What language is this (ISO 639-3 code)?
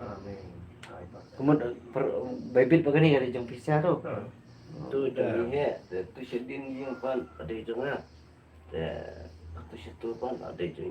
kha